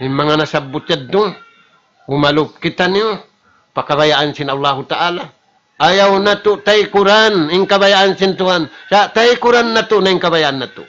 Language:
Tausug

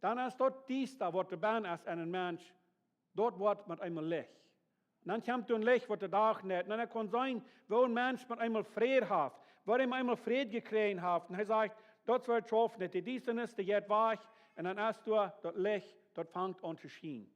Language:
Plautdietsch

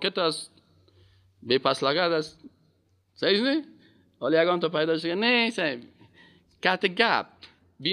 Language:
Persian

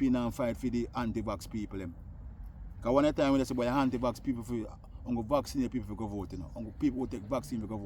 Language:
Jamaican Creole English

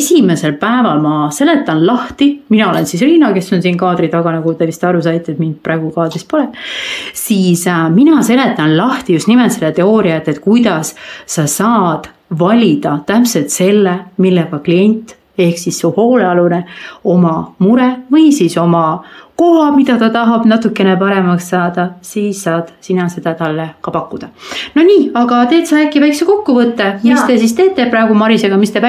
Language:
Estonian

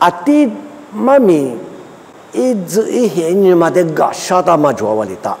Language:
Lisu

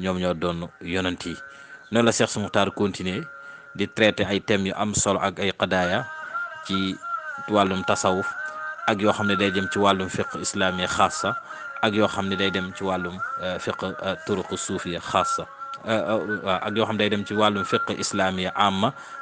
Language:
Wolof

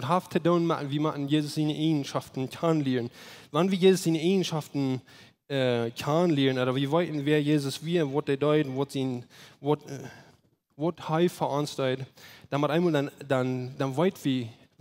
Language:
Plautdietsch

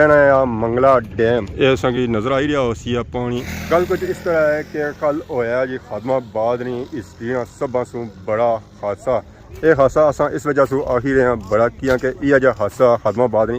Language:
Pahari-Potwari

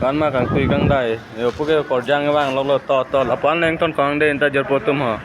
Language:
Karbi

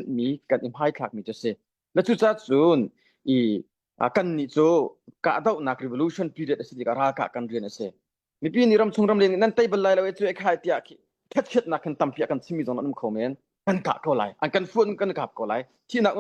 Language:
Hakha Chin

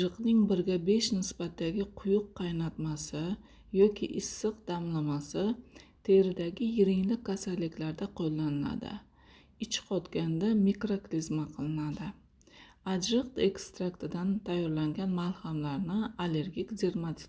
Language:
Uzbek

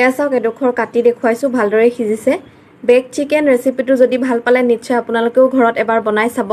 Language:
Assamese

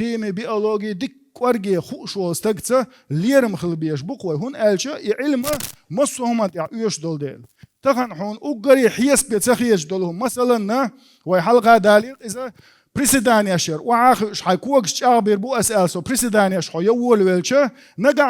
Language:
Chechen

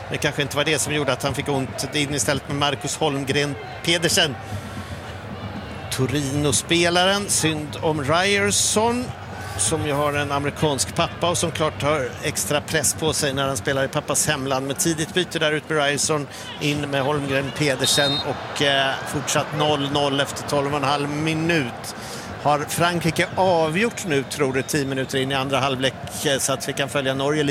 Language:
Swedish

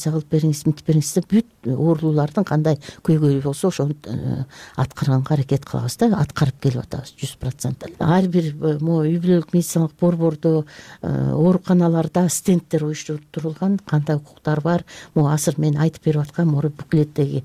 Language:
Kyrgyz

